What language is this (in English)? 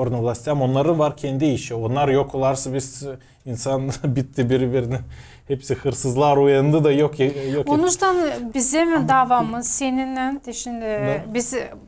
Gagauz